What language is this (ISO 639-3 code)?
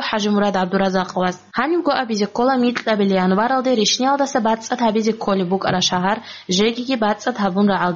ava